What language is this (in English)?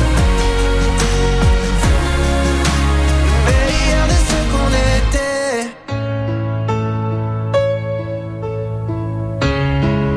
French